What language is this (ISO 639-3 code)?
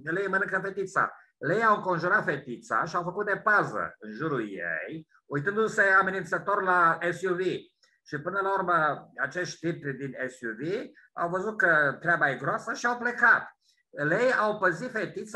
ron